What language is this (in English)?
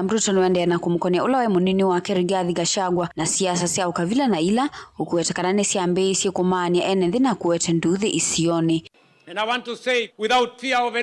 Kamba